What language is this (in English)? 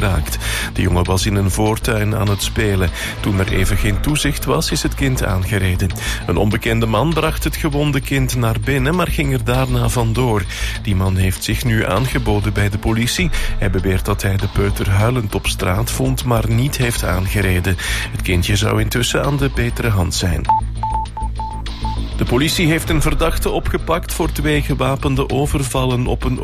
Dutch